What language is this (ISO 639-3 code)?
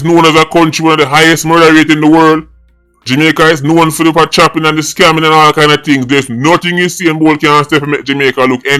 jam